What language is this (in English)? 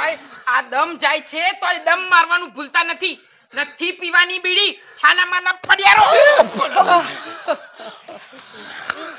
Gujarati